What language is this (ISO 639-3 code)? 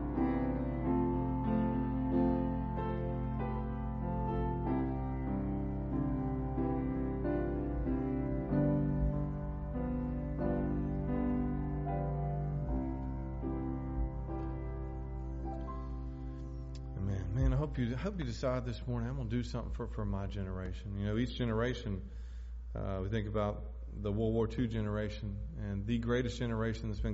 eng